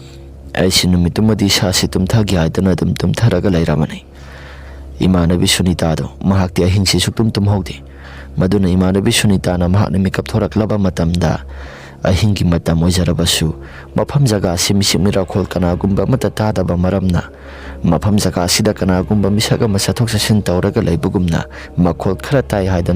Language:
Manipuri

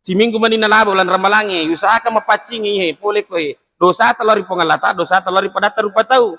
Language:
Buginese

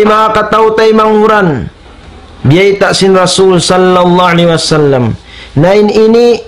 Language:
Tausug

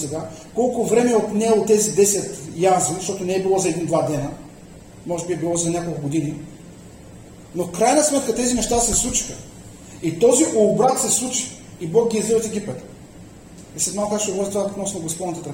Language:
Bulgarian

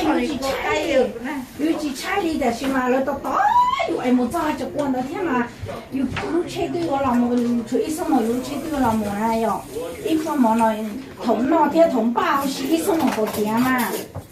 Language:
Hmong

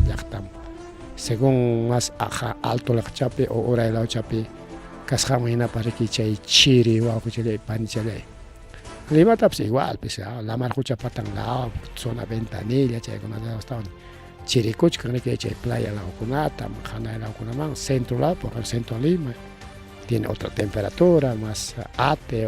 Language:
Ayacucho Quechua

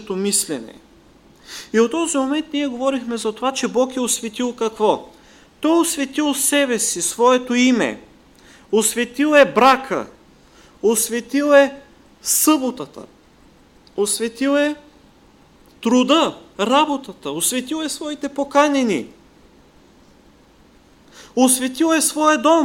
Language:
Bulgarian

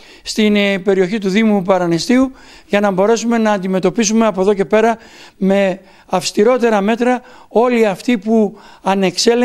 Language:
Greek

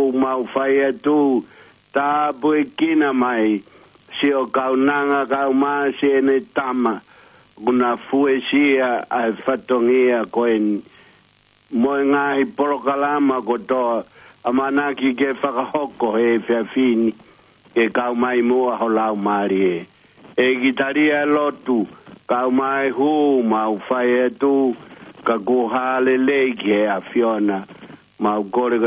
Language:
Tongan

